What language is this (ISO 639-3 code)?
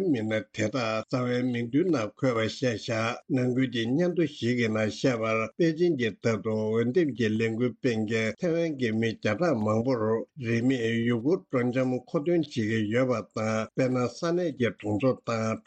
bod